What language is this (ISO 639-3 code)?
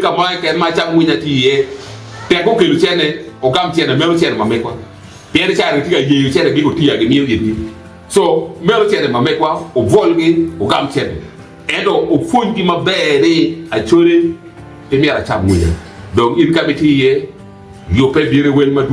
ach